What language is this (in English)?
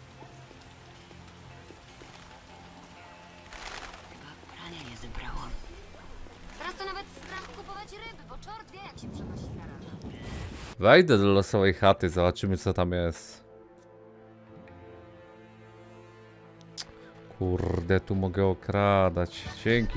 Polish